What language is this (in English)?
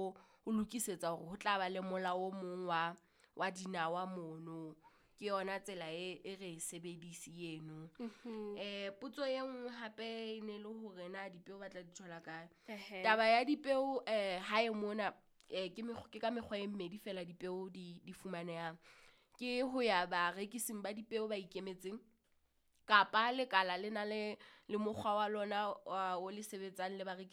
Southern Sotho